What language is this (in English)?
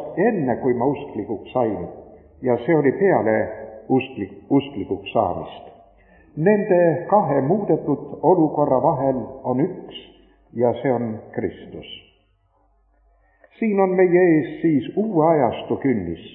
Estonian